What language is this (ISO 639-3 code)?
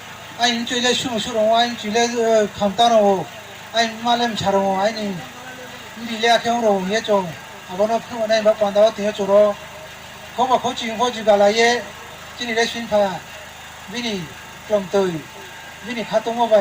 ria